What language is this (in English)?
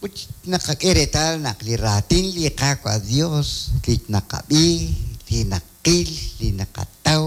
Kekchí